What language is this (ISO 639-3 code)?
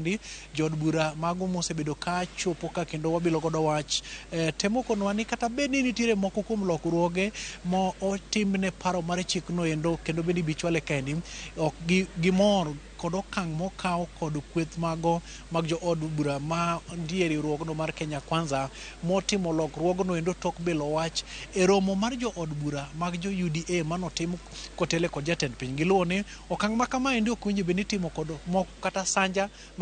luo